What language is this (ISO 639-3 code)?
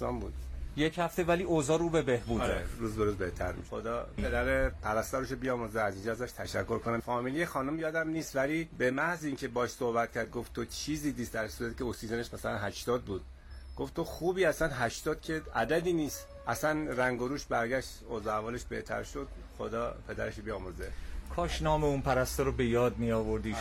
fas